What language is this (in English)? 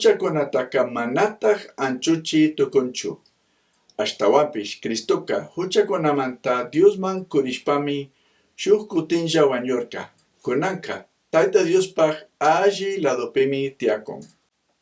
Chimborazo Highland Quichua